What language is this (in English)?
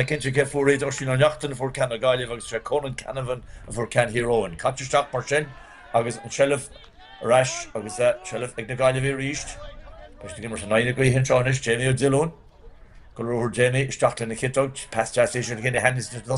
Irish